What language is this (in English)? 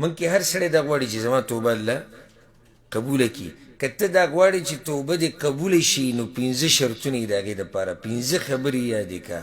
Pashto